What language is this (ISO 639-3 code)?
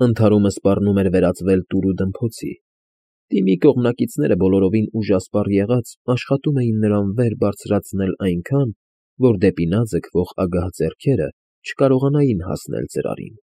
hye